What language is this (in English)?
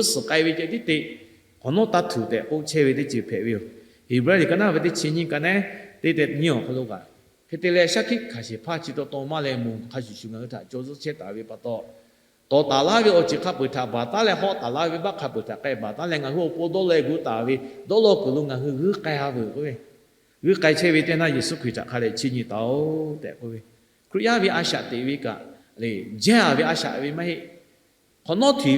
Lahu